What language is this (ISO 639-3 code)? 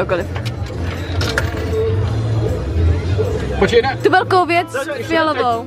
ces